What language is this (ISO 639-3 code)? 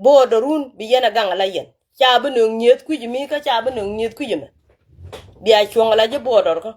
nus